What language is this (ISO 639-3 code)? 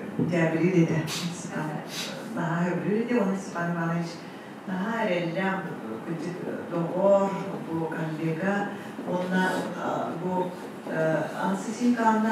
sah